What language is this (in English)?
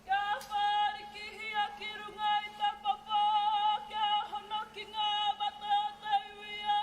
Māori